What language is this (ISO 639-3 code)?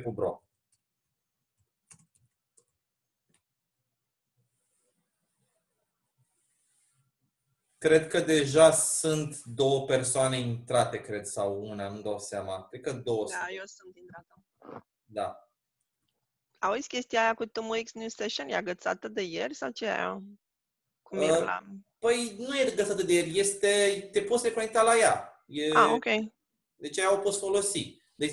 ron